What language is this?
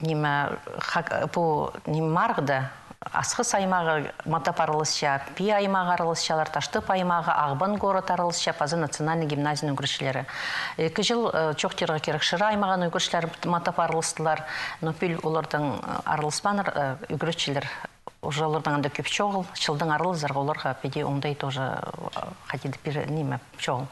Khakas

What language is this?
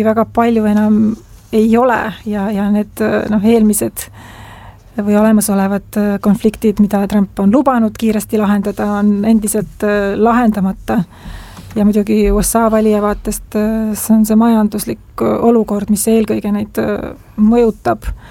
Estonian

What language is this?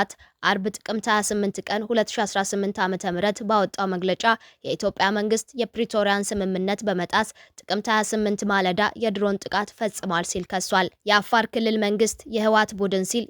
Amharic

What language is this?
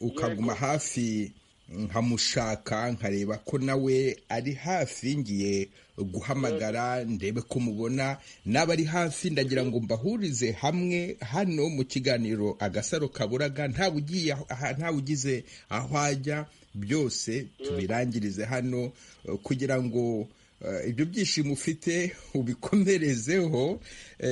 Kinyarwanda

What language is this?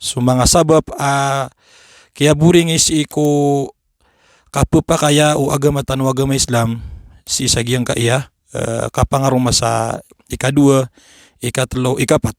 Maranao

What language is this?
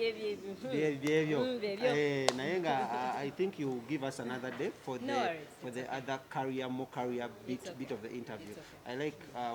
Ganda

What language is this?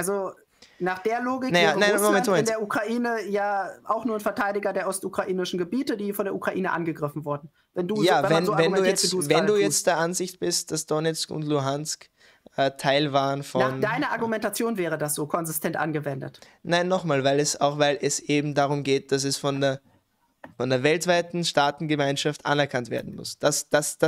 German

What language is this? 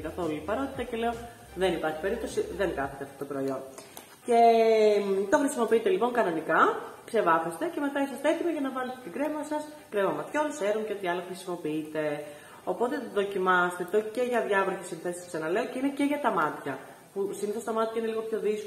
Greek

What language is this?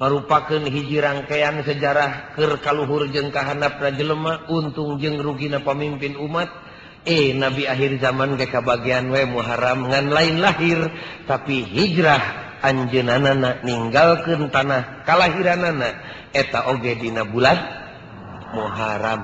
Sundanese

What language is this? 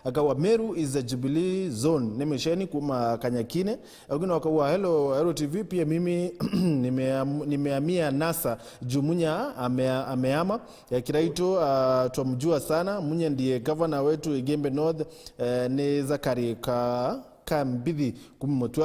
Meru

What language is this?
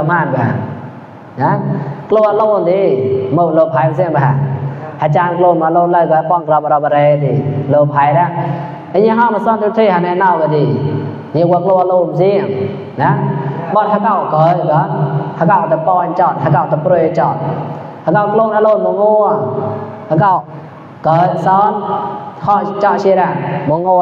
Mon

